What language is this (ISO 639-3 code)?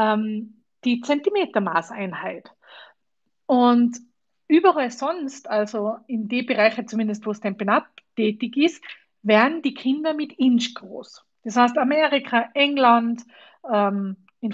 deu